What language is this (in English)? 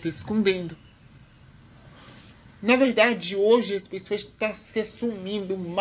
Portuguese